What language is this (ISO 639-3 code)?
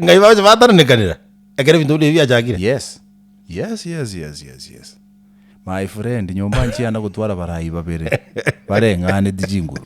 guz